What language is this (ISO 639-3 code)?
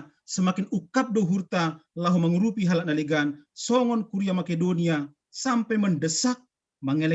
bts